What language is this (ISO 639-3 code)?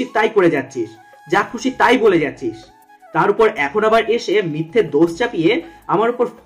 ben